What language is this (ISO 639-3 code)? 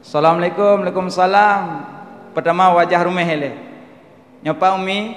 ace